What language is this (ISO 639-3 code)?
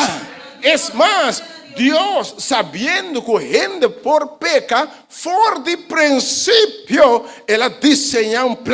pap